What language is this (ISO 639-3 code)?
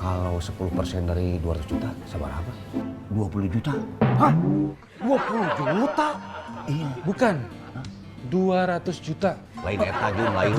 bew